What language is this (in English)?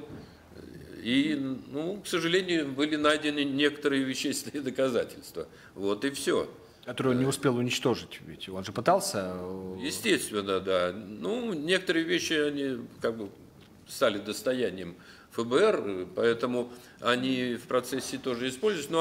Russian